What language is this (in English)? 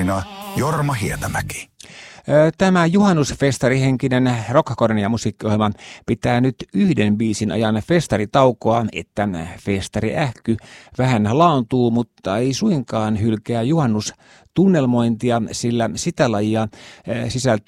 Finnish